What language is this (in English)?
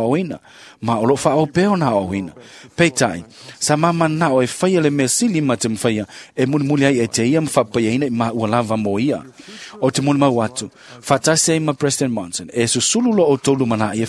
Samoan